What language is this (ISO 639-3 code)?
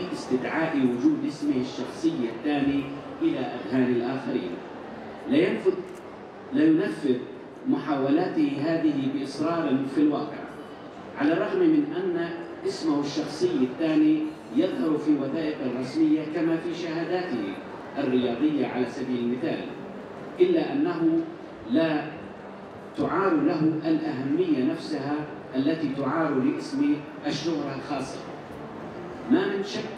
ara